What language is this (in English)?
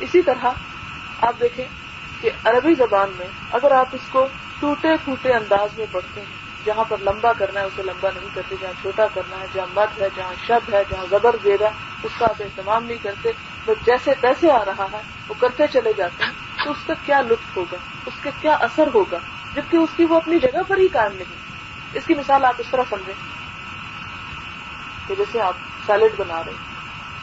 Urdu